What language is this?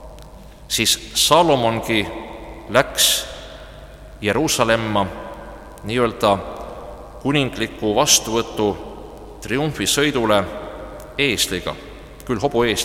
Estonian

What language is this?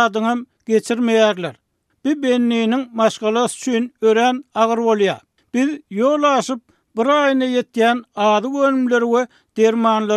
Turkmen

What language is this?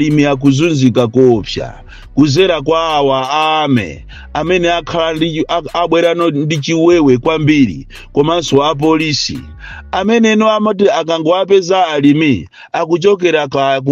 Nyanja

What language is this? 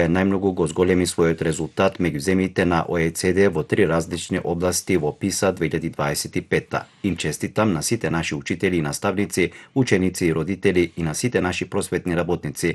Macedonian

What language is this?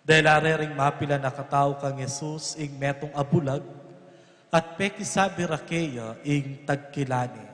Pampanga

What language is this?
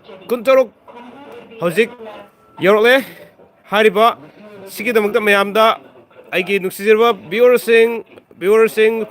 Manipuri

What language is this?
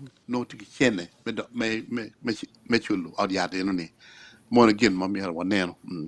Acoli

